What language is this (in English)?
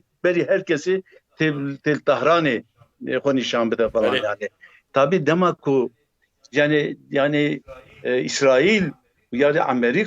Kurdish